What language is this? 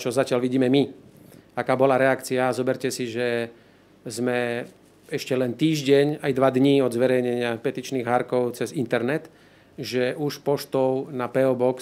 Slovak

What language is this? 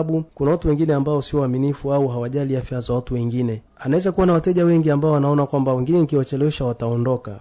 Swahili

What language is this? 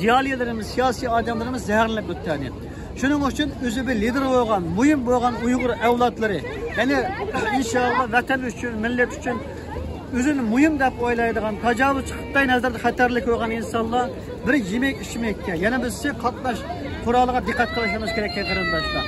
Uyghur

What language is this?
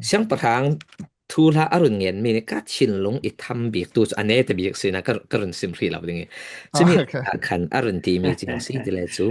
Falam Chin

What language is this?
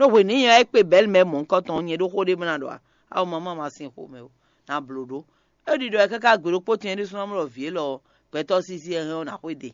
Fon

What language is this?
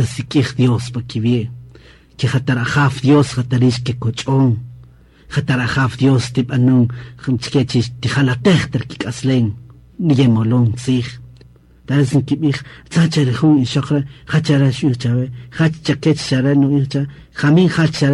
Kaqchikel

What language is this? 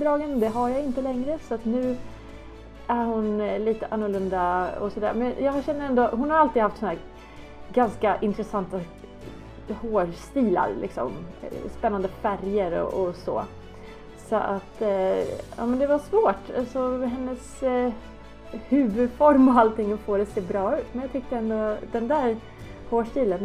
Swedish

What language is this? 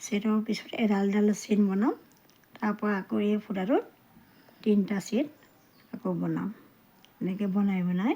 Assamese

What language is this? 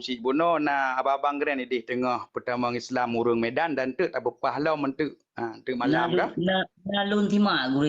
Achinese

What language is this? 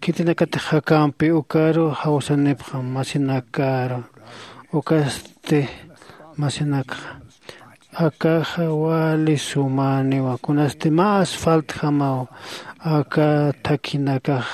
Aymara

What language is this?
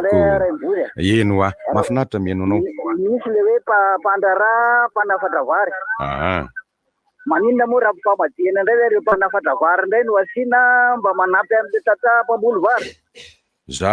Malagasy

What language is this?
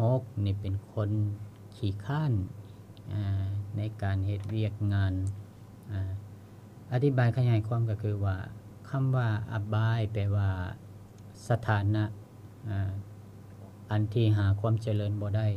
Lao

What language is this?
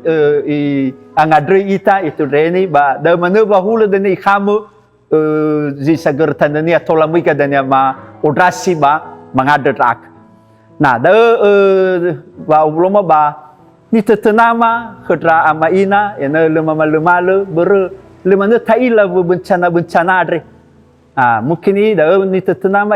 Nias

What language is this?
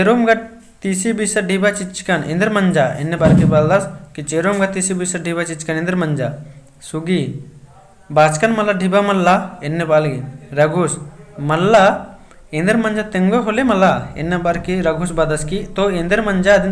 Kurukh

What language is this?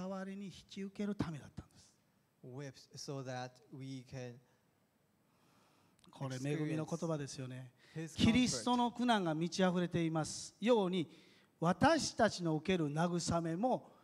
Japanese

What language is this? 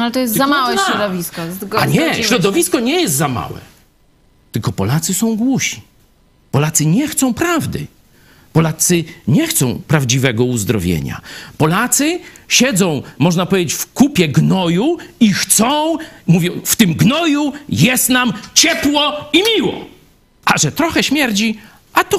Polish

